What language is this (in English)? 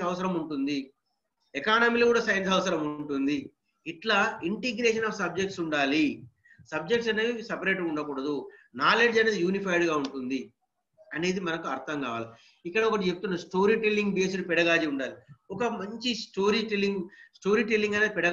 Telugu